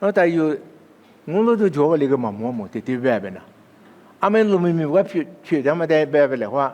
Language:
Lisu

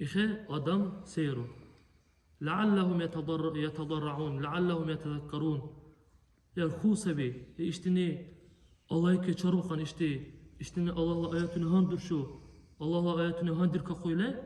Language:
Dargwa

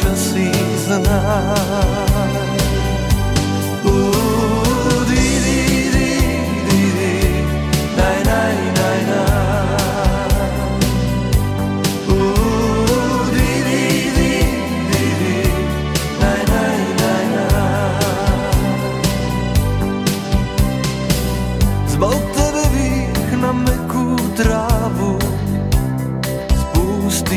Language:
Serbian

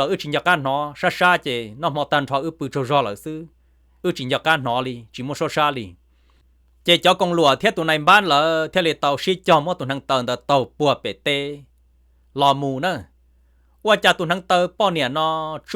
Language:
Hmong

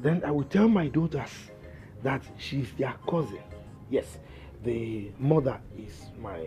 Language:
Nigerian Pidgin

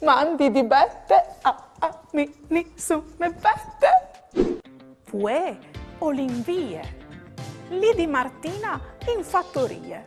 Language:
Friulian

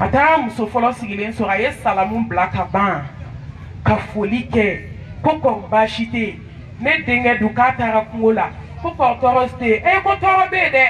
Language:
Bambara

